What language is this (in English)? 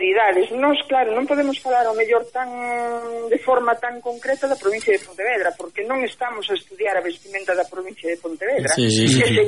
Galician